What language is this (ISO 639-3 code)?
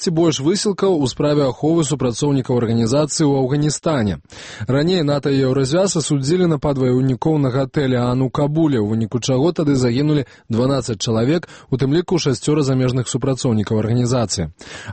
bel